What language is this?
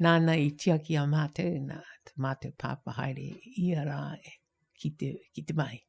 Māori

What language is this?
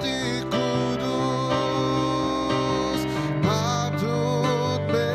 Iban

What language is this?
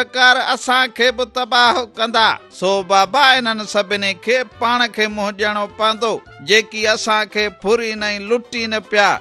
Sindhi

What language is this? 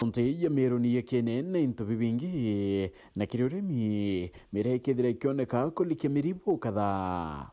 Meru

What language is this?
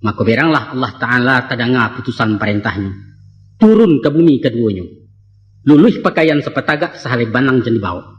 Minangkabau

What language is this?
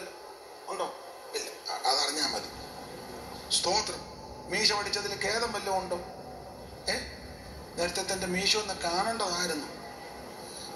Malayalam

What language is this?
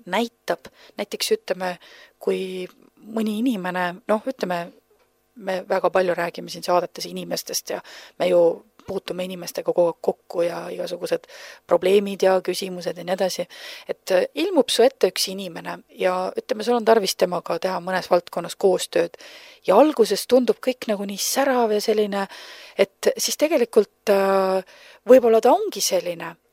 Estonian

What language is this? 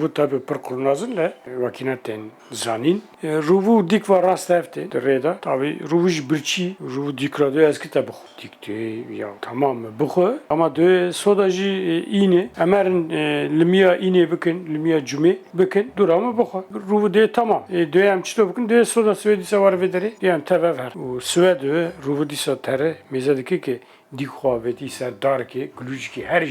Kurdish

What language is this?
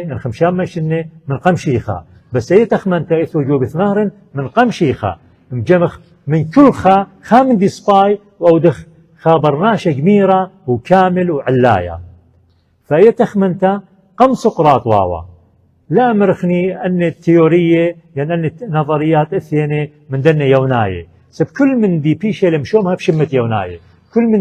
Assyrian Neo-Aramaic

